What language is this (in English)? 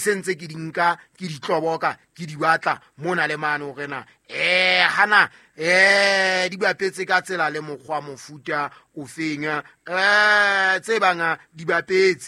Southern Sotho